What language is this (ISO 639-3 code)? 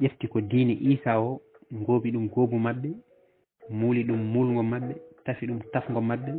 ful